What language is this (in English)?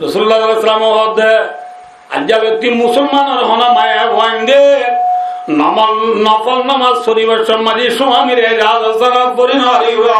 Rohingya